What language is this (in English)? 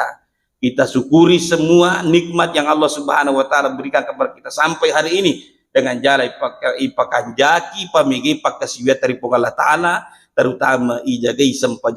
Buginese